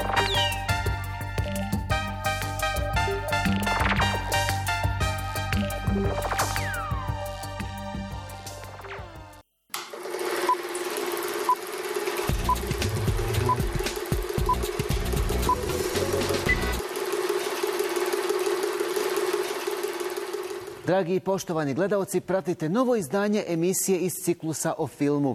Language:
Bosnian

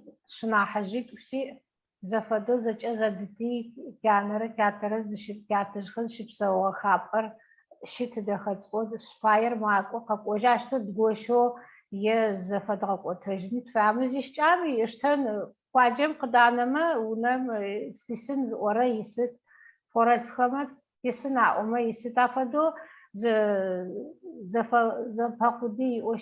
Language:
Adyghe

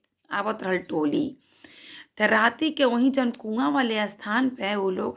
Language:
Bhojpuri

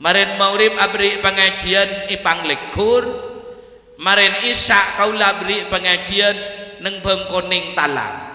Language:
Madurese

